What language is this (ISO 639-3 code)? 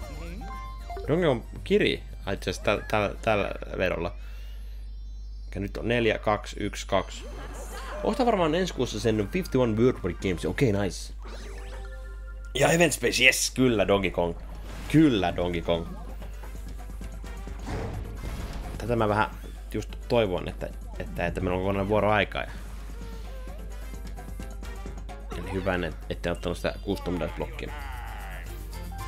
fin